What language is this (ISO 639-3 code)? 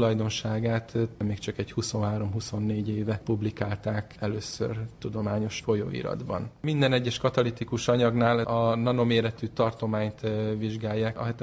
hun